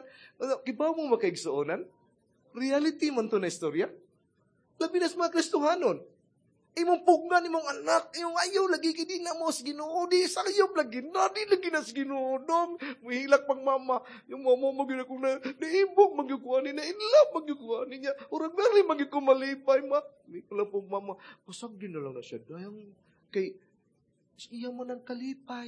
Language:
Cebuano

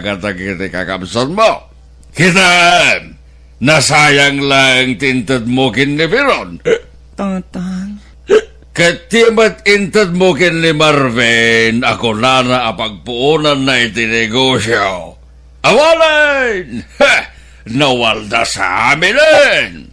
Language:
Iloko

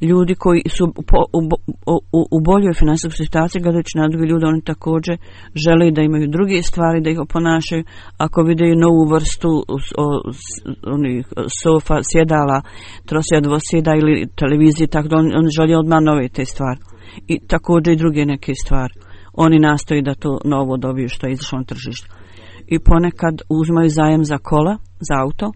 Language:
Bosnian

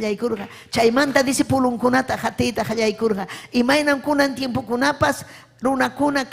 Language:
Ayacucho Quechua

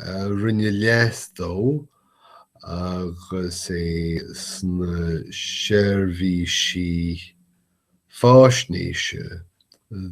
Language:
Irish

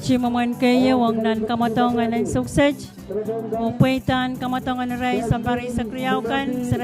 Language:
Pohnpeian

